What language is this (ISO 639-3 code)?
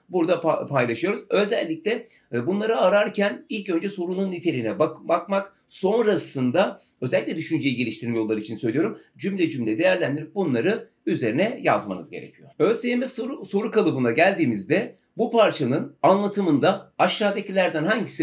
tur